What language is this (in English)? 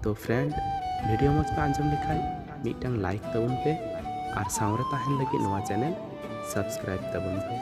Santali